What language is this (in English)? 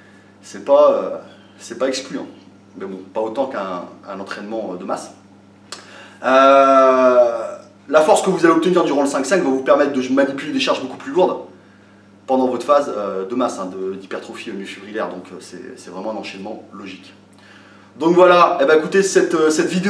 French